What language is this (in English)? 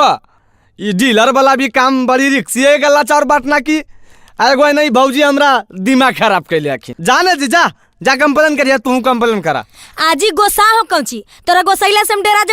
Magahi